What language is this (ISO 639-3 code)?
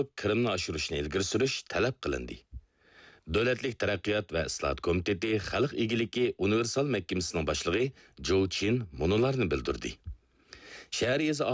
uig